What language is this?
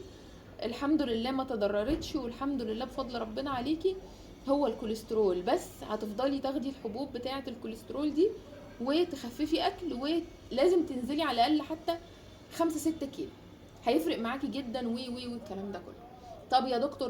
Egyptian Arabic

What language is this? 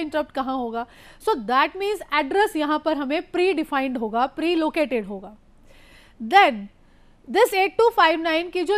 Hindi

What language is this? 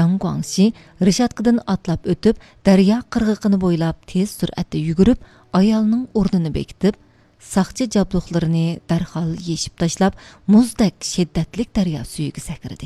Uyghur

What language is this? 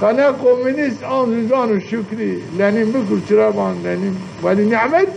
Zaza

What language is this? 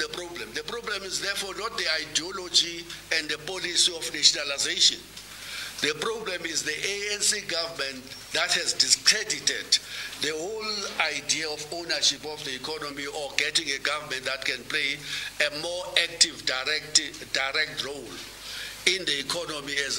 English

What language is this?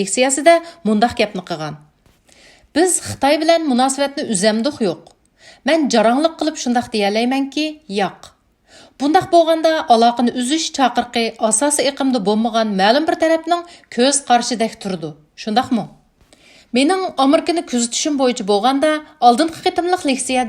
Uyghur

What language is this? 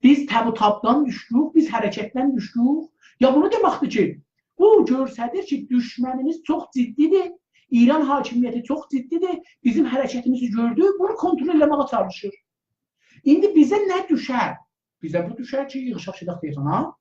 South Azerbaijani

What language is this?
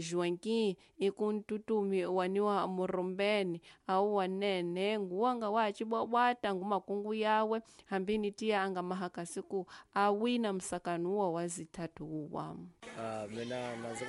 Tsonga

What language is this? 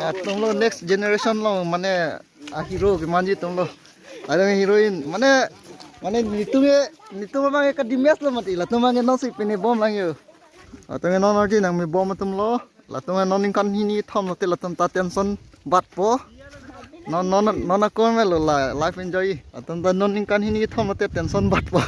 Karbi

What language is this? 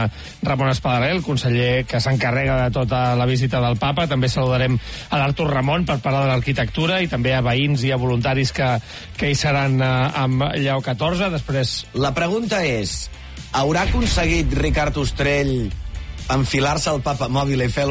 Catalan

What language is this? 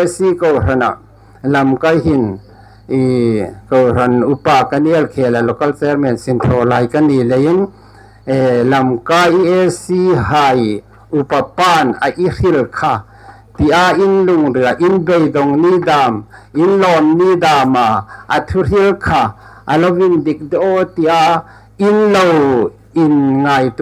Hmar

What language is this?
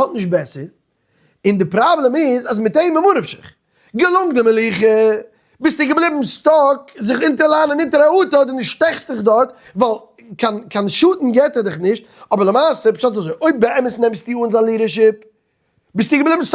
Yiddish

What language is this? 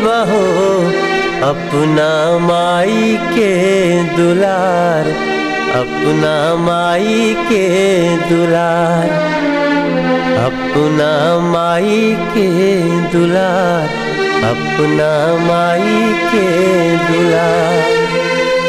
Bhojpuri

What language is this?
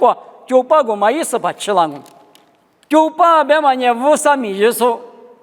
Lisu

